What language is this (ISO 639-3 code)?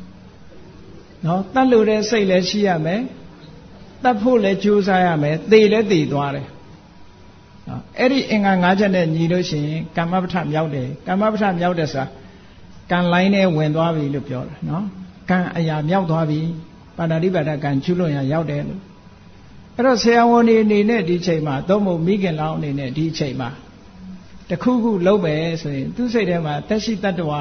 mya